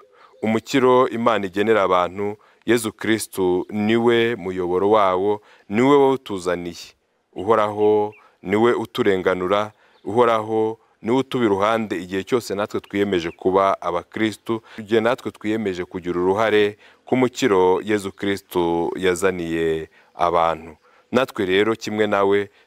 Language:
Kinyarwanda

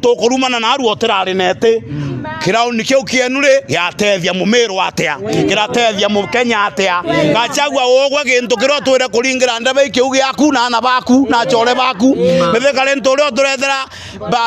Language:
Meru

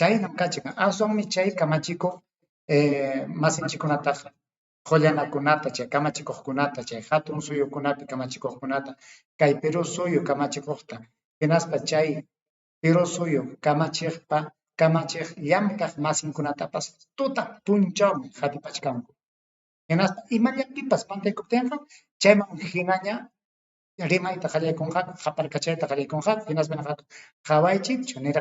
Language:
Ayacucho Quechua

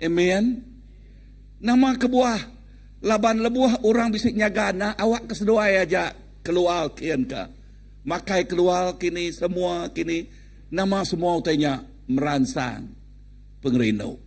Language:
Iban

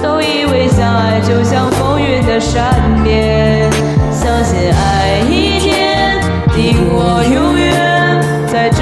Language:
Chinese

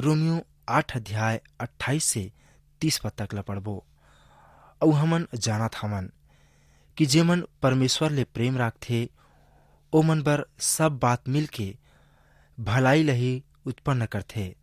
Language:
Chhattisgarhi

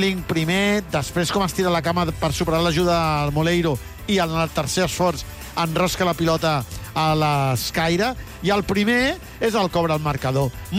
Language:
Catalan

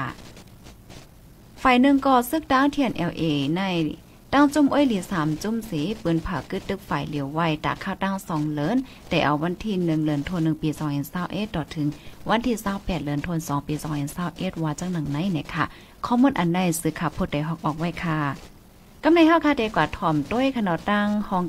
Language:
Shan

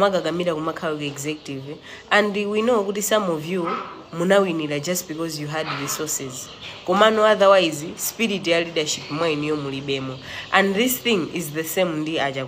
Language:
Nyanja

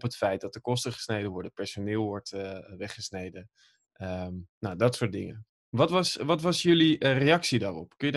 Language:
Dutch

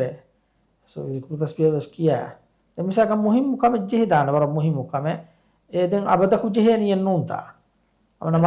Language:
Divehi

